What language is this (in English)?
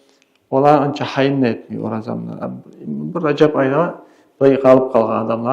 Kumyk